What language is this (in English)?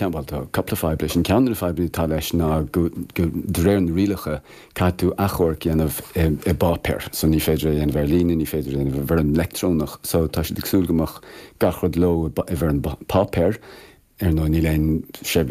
Irish